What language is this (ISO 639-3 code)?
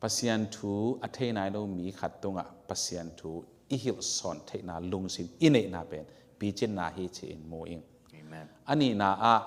ctd